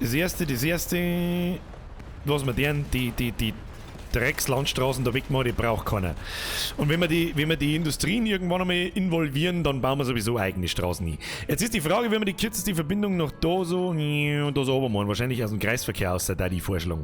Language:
Bavarian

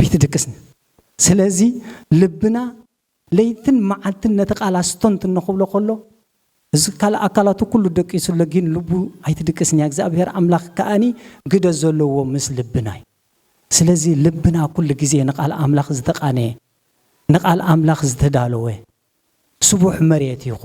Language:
Tigrinya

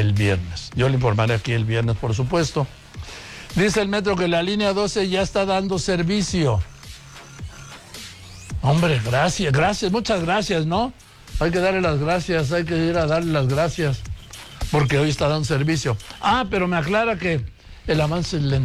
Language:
Spanish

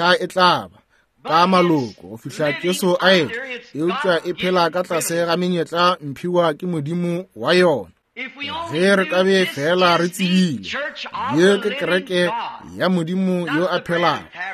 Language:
Northern Sotho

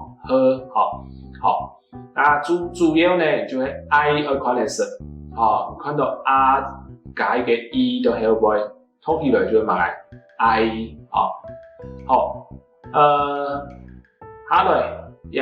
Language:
Hakka Chinese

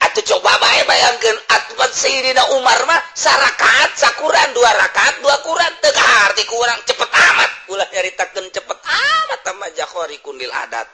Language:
Sundanese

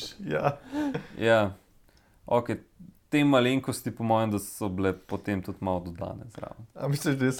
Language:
Slovenian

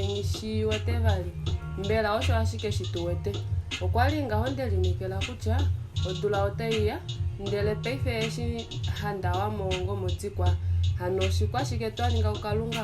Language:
Kuanyama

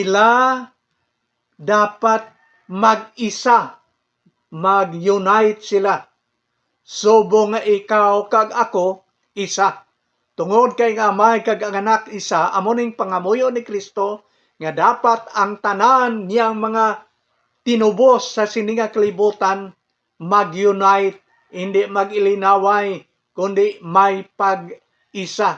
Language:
Hiligaynon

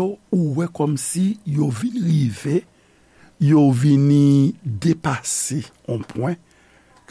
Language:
Haitian Creole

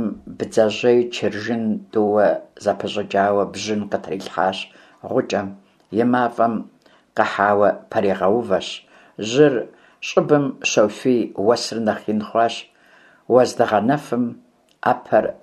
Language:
Kabardian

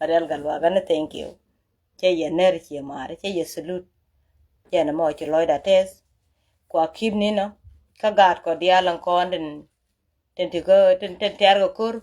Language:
Nuer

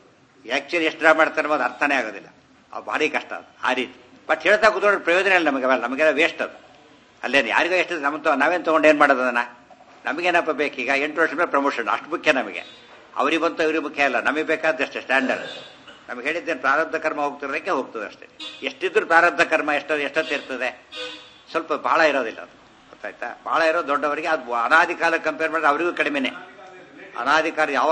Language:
Kannada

